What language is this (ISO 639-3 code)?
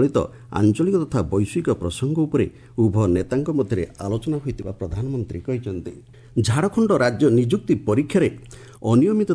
ori